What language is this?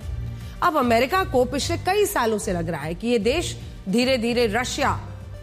Hindi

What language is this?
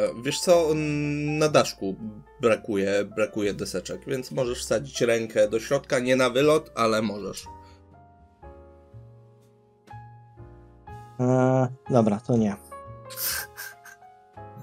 Polish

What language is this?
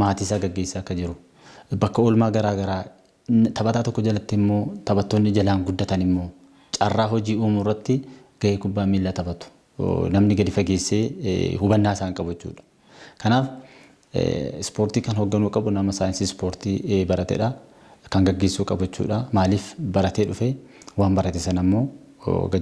Oromo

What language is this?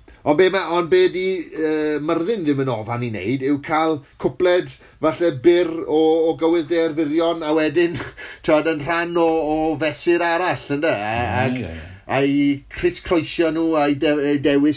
Welsh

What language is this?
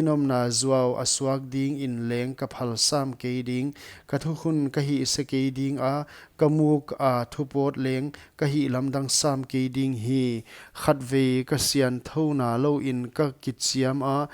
Paite Chin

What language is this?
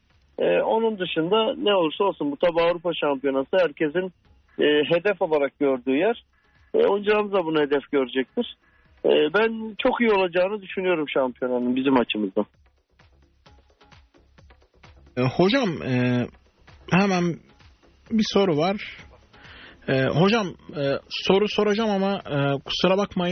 Turkish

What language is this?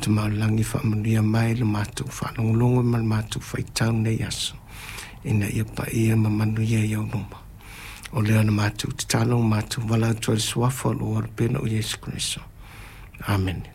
Samoan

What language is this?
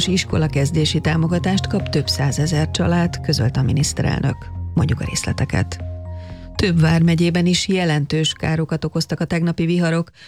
Hungarian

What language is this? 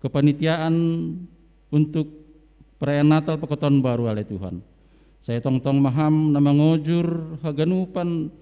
Batak Simalungun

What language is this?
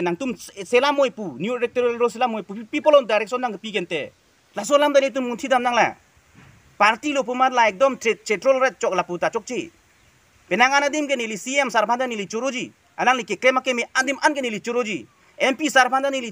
Karbi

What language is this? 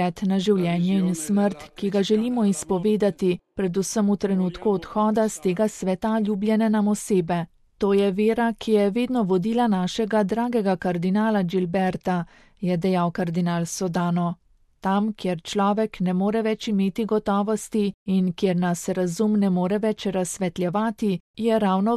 Slovenian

